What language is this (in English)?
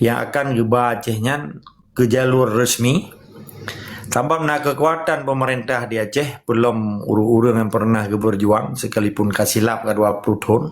Achinese